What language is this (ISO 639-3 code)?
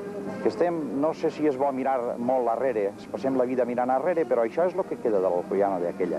cat